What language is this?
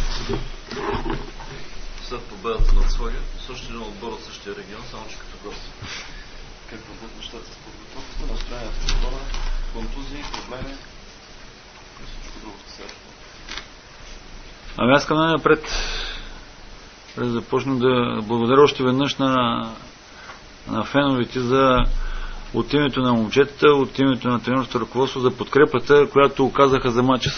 Bulgarian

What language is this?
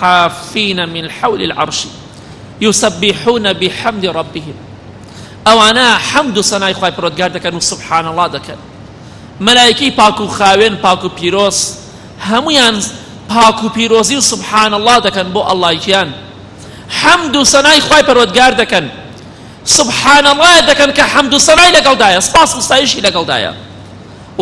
Central Kurdish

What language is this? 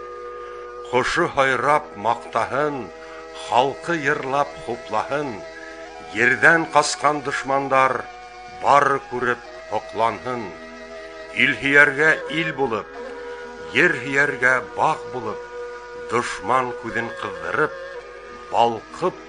Bashkir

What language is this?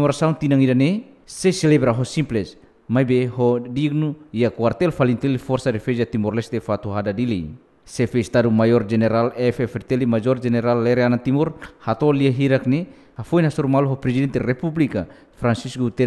Tetum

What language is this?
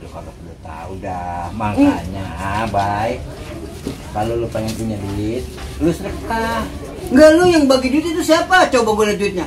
Betawi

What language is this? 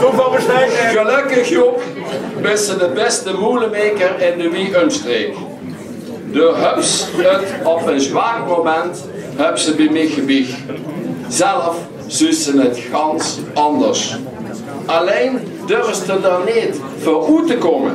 Limburgish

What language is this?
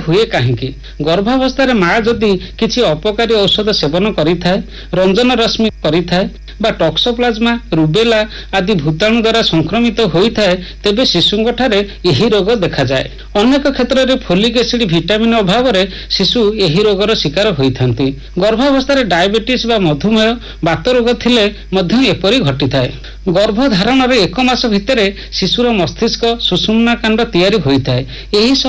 Odia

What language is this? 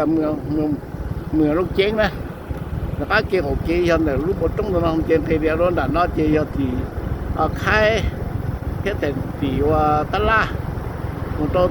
Hmong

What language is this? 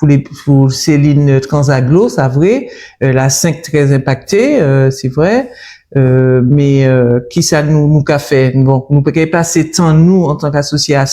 Guadeloupean Creole French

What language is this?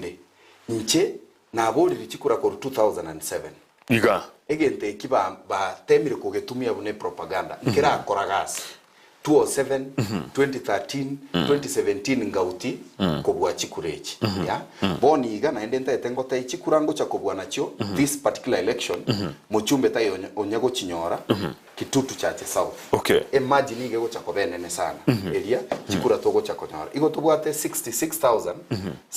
Gusii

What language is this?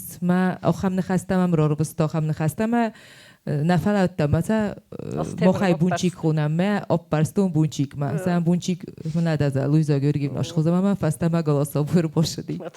Ossetic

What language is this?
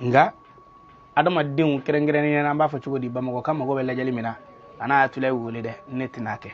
Bambara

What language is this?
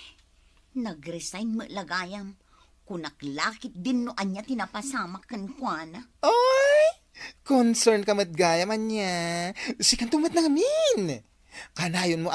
Iloko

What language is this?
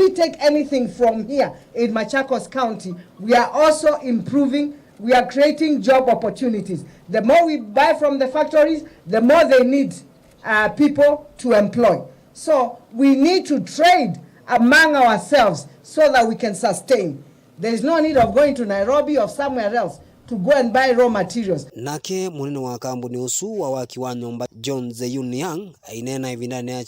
Kamba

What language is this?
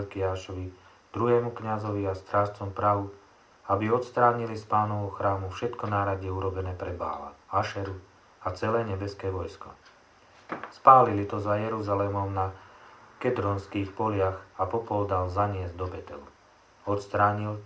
Slovak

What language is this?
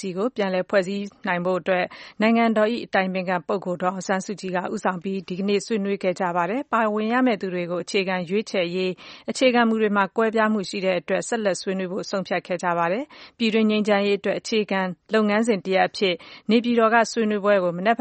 Burmese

